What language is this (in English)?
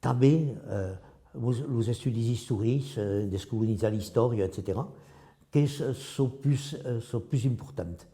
Occitan